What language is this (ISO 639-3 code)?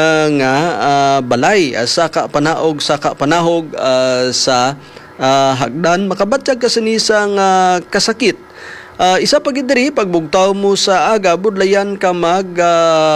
hil